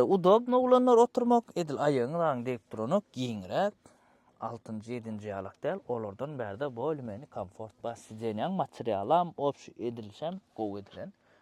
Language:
Turkmen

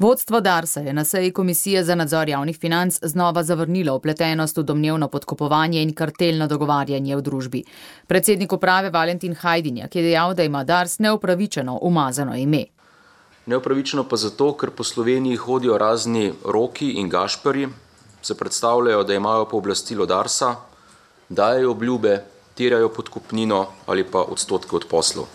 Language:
Slovenian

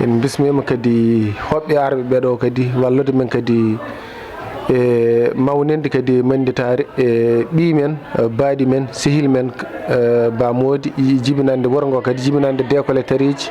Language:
Fula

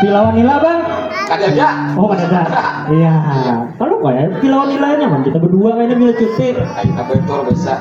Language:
Banjar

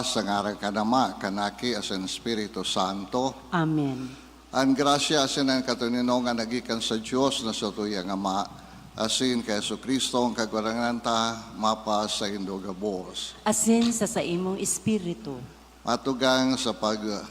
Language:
Bikol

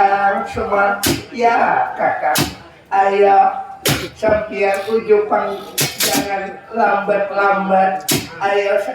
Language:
Banjar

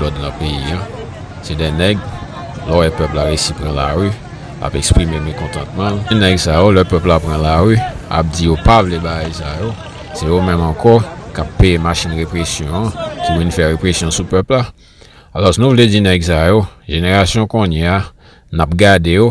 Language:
Haitian Creole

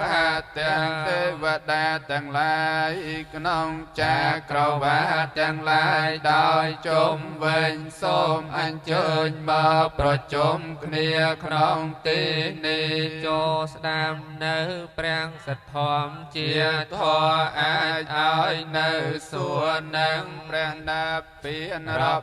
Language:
Khmer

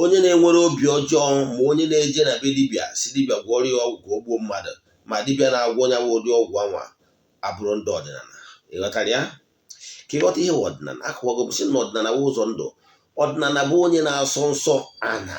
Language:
Igbo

